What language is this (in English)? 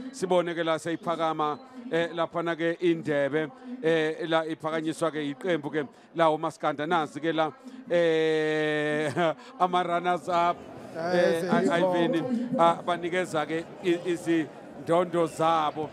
Zulu